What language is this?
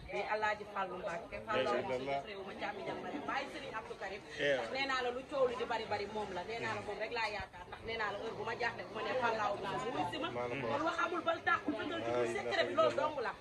Wolof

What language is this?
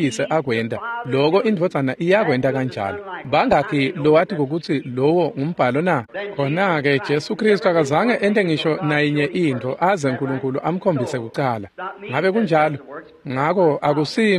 Swati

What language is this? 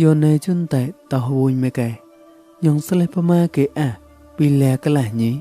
Mon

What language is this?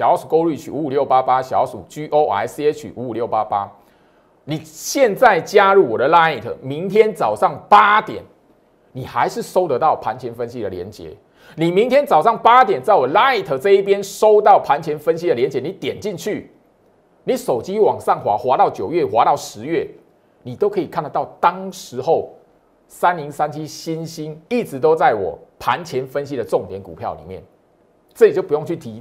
Chinese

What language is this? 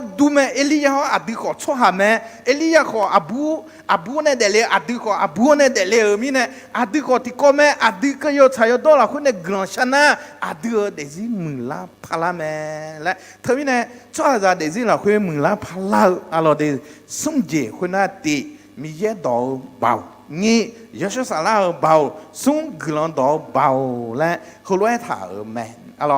Akha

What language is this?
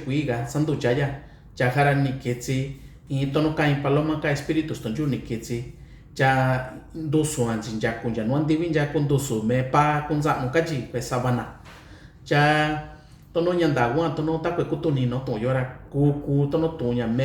Mixtepec Mixtec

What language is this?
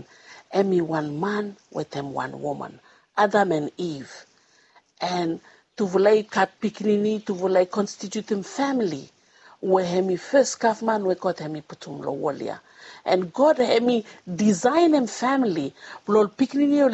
Bislama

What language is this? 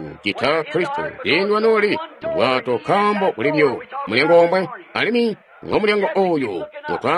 Tonga (Zambia)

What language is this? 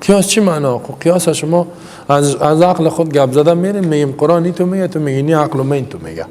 Persian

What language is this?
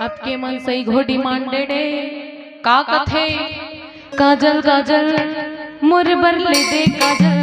Chhattisgarhi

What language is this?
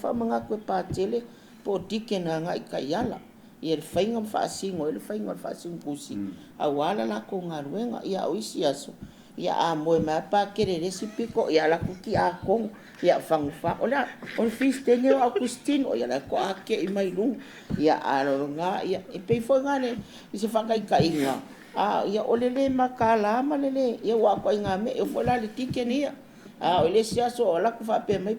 Samoan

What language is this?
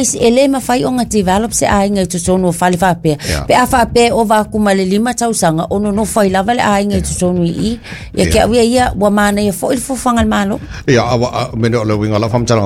Samoan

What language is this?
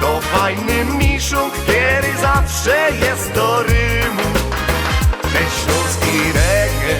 Silesian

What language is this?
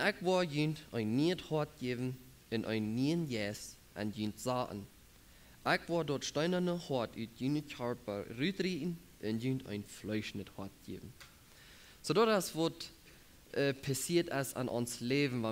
Plautdietsch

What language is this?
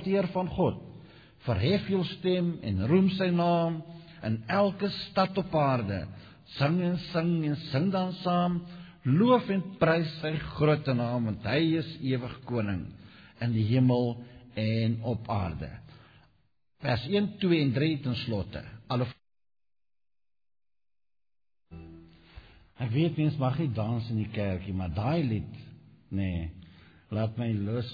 Afrikaans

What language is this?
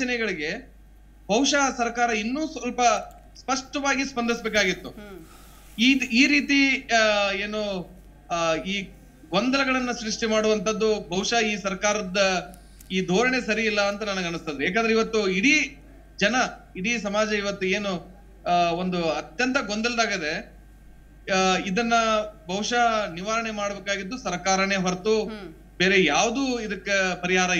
Kannada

